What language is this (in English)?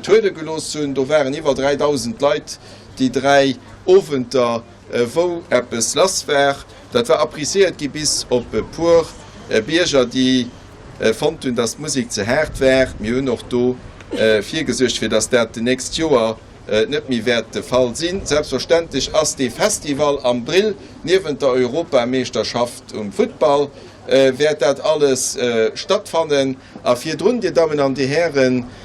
Luxembourgish